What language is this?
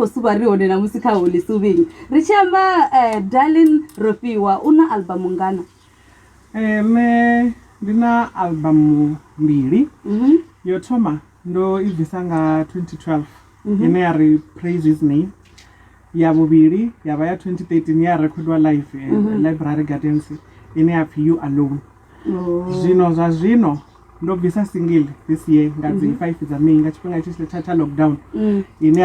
Venda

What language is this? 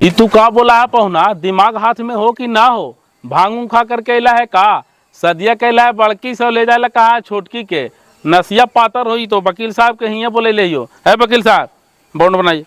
Magahi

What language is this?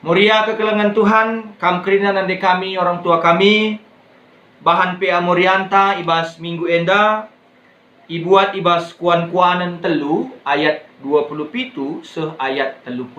Batak Karo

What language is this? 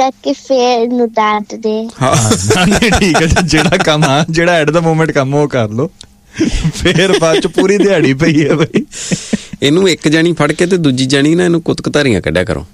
Punjabi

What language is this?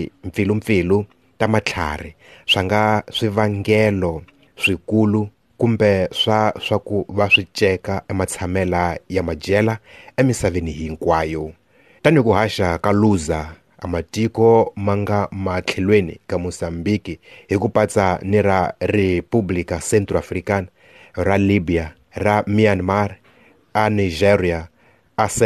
Tsonga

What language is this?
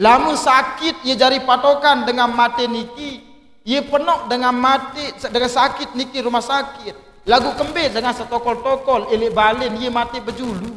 Sasak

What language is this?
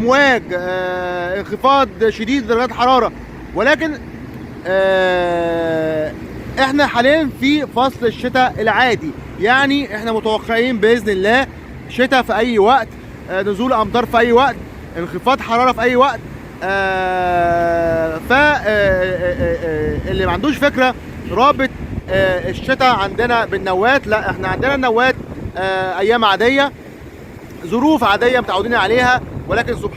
Egyptian Arabic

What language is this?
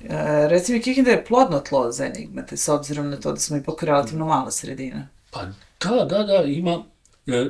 Bosnian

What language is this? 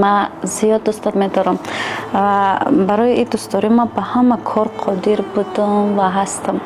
Tajik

